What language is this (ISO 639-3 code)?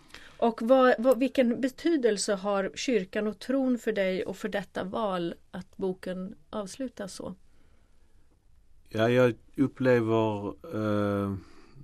swe